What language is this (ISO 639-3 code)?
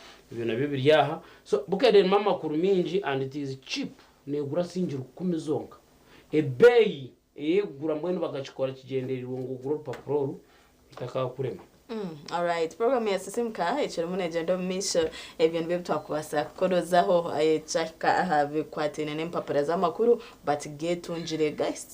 nyn